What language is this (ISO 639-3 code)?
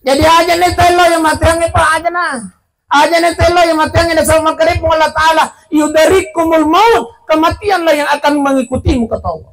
bug